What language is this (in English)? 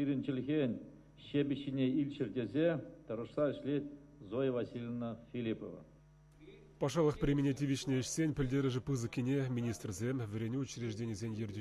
Chuvash